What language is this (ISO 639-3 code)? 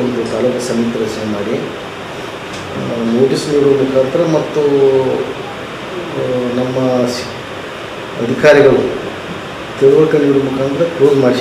kan